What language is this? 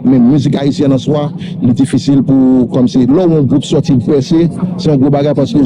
Haitian Creole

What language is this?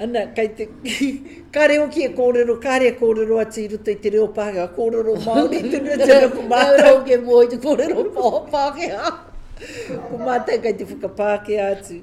Māori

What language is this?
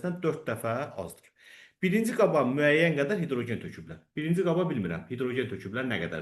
Azerbaijani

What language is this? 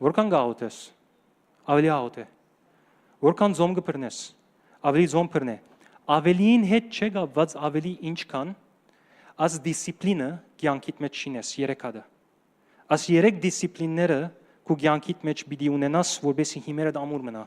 Western Armenian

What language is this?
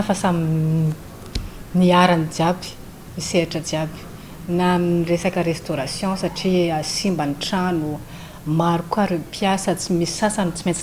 Malagasy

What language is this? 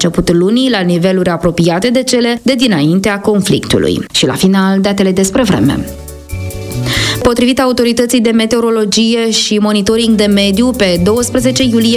Romanian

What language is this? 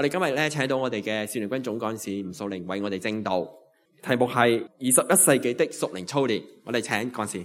Cantonese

